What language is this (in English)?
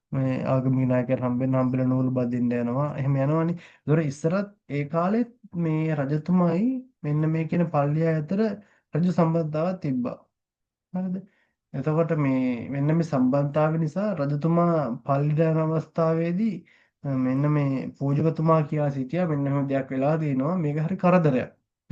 Sinhala